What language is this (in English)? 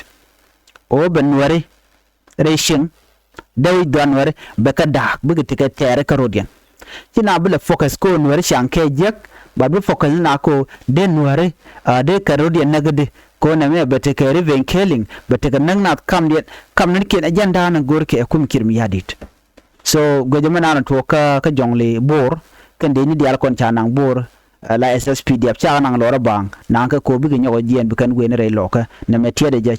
Nuer